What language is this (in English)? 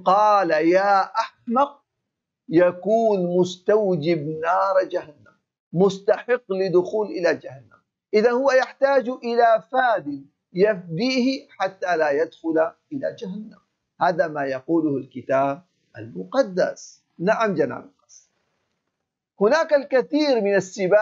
Arabic